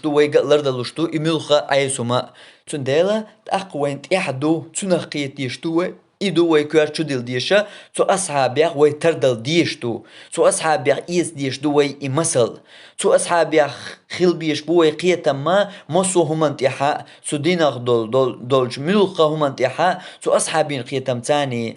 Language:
Chechen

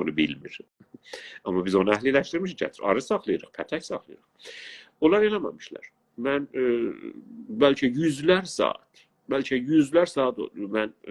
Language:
South Azerbaijani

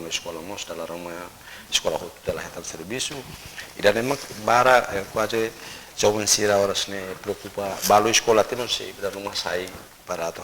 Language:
Tetum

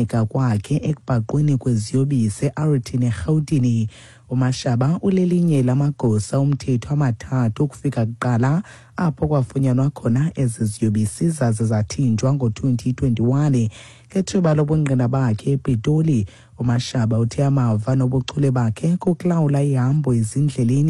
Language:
Xhosa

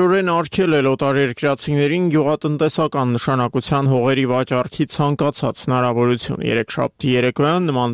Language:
Armenian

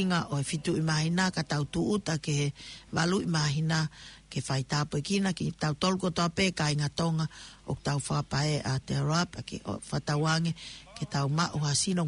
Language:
Tongan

